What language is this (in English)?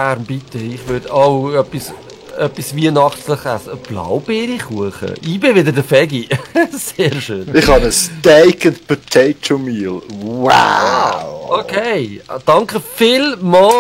Swiss German